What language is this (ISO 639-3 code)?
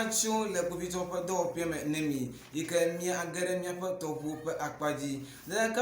ewe